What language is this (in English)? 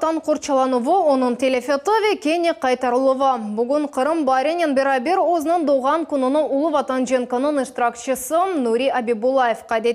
Crimean Tatar